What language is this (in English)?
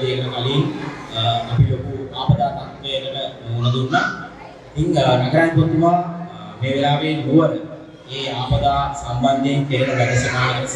Sinhala